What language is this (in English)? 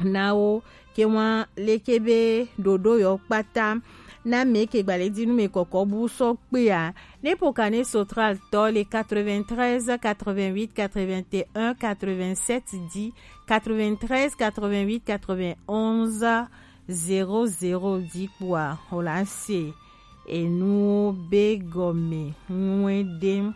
Gen